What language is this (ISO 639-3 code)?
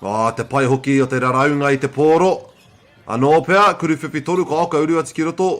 mri